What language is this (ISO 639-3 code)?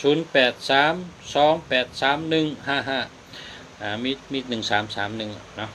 shn